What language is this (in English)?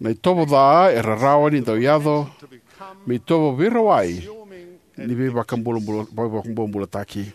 Fijian